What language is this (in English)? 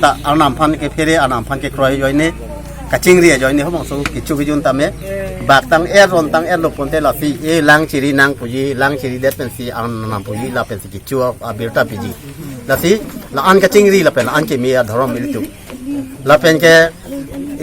Karbi